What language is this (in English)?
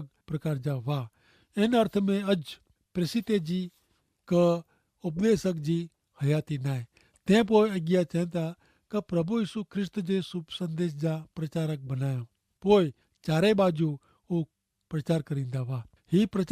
Kachhi